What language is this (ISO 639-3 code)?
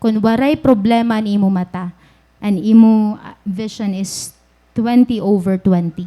war